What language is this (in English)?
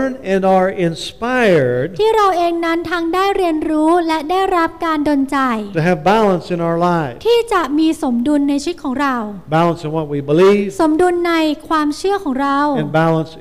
Thai